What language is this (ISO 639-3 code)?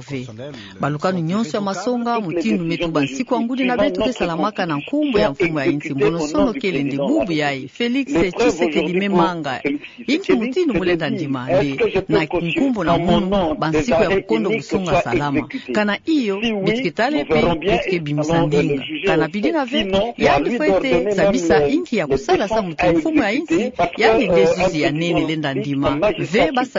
ktu